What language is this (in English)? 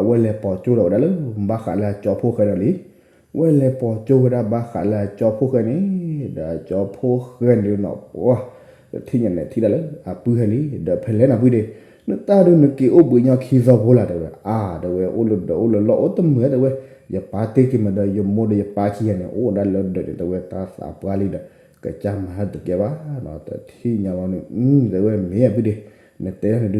S'gaw Karen